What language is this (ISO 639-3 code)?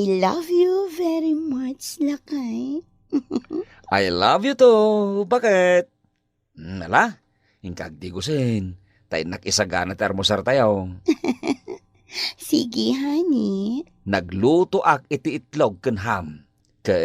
ilo